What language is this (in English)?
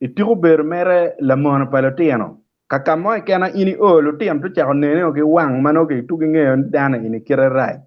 Acoli